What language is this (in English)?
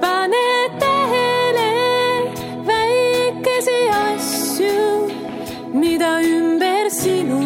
Estonian